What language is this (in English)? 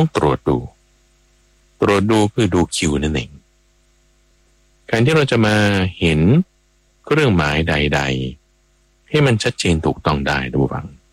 Thai